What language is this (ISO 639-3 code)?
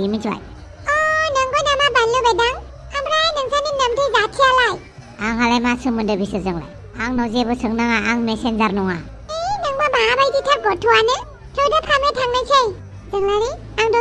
brx